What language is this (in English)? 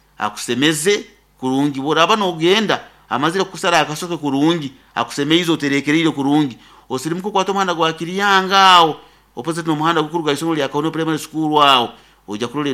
Nyoro